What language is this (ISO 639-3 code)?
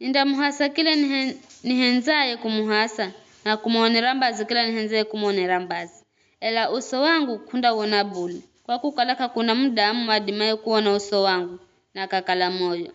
nyf